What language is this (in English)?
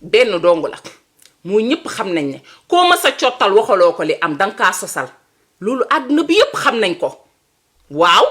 Wolof